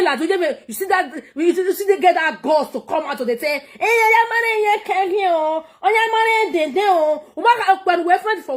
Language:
Nigerian Pidgin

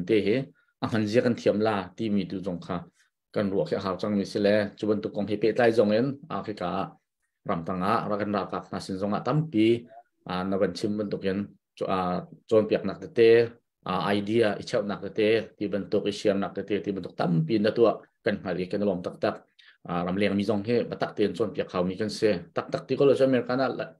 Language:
Hakha Chin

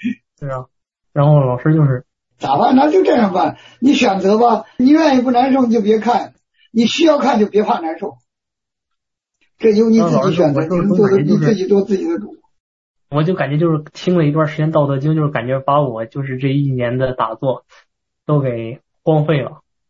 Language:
Chinese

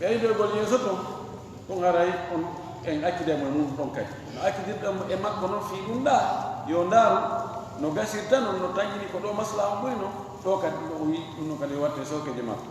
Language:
Fula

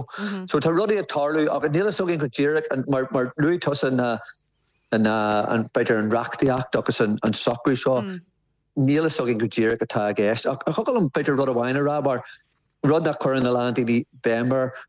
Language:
Irish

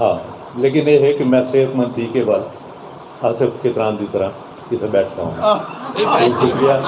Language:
Saraiki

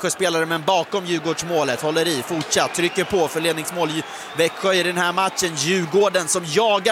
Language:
Swedish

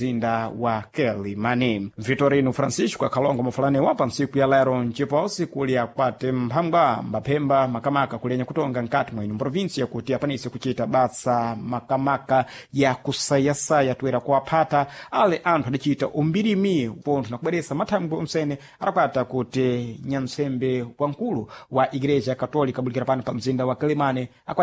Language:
Sena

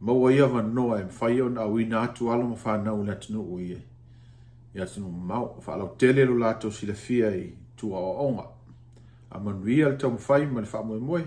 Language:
Samoan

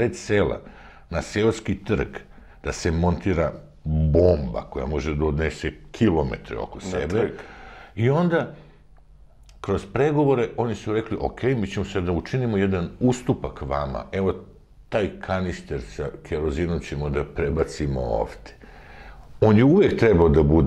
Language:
Serbian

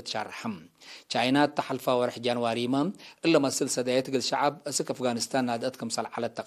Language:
Tigre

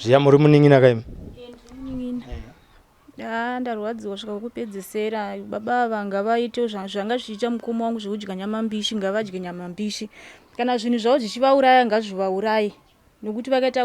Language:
Shona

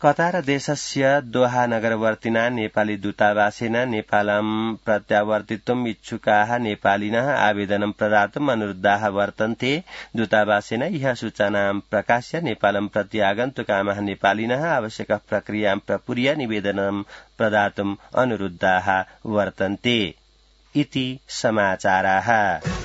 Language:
Sanskrit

